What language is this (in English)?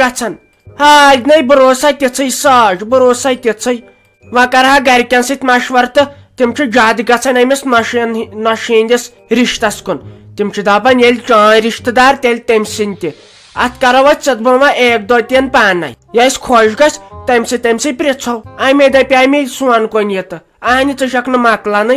Kashmiri